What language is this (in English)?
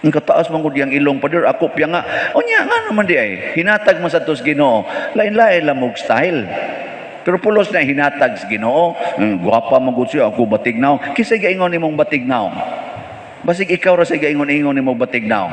Cebuano